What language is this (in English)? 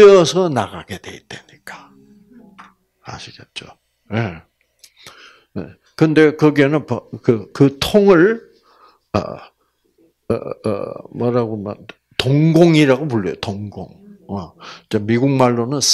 Korean